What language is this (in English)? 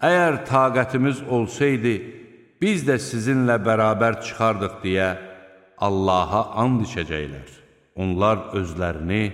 Azerbaijani